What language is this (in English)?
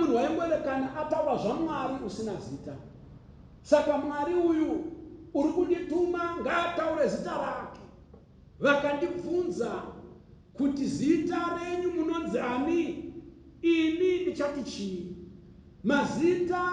Shona